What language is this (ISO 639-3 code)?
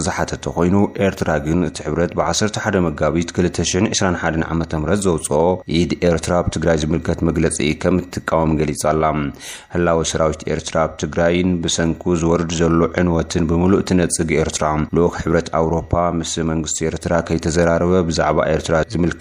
tir